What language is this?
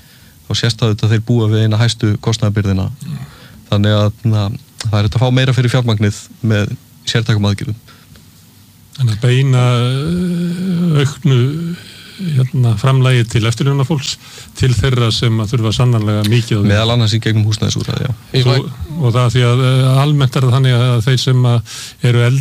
Icelandic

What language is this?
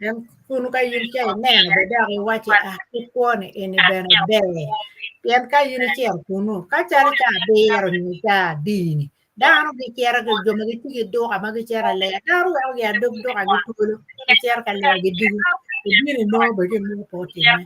Acoli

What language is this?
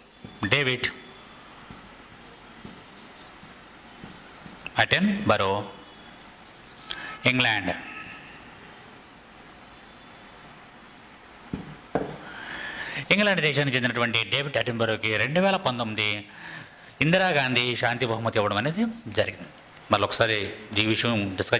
Telugu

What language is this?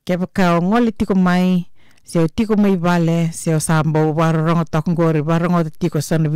Fijian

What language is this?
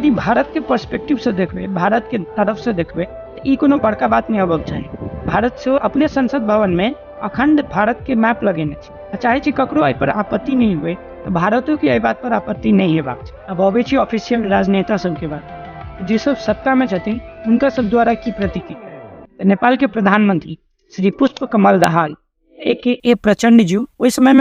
Maithili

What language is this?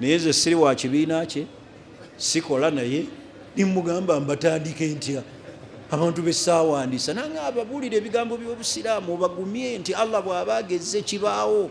Ganda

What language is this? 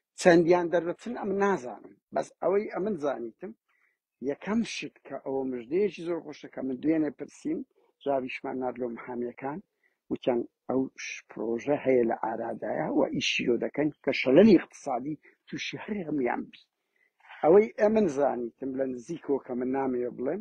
Central Kurdish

